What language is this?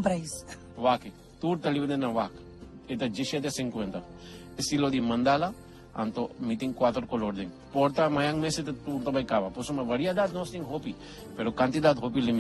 Papiamento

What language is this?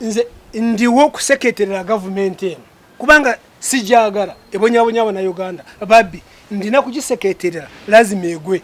Ganda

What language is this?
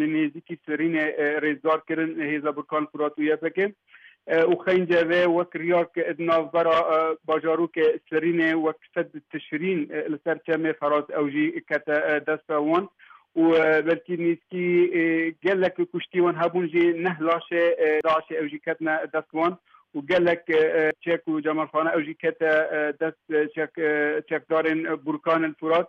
Kurdish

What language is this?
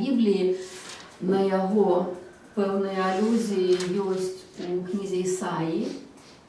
Belarusian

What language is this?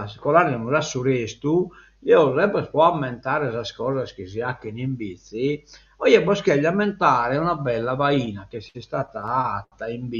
Sardinian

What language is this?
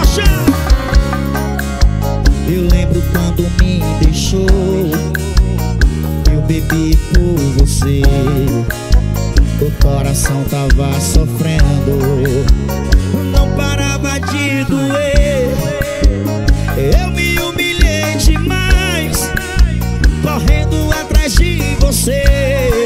Portuguese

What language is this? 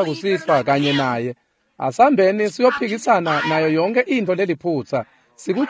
Swati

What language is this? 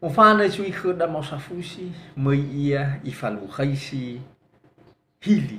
Nias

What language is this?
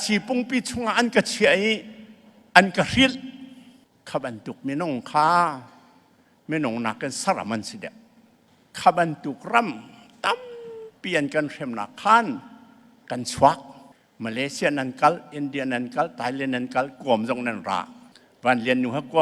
Falam Chin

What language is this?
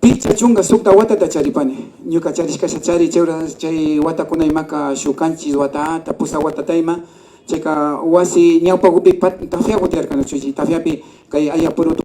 Imbabura Highland Quichua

